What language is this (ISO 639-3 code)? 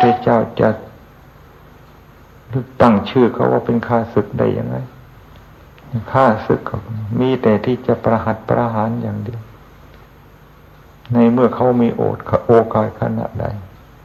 tha